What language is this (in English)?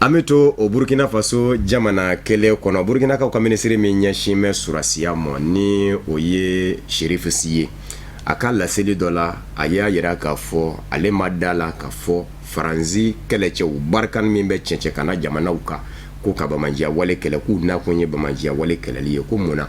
Bambara